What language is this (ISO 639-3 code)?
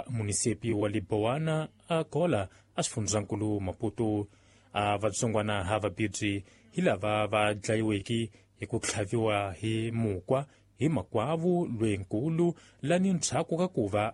tso